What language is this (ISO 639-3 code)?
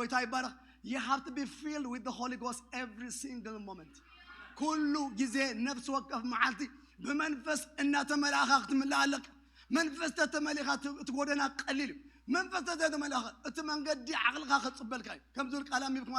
tir